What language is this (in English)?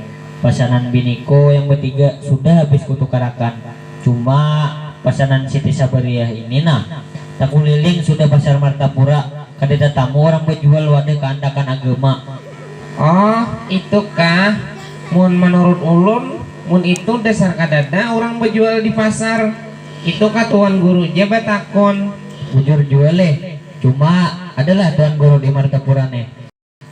Banjar